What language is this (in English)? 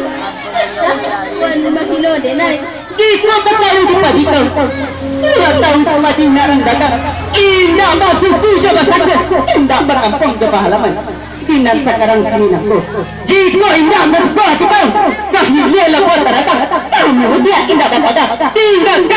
Minangkabau